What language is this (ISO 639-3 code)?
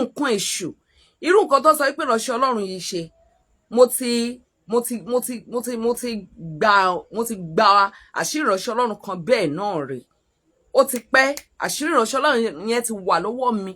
yor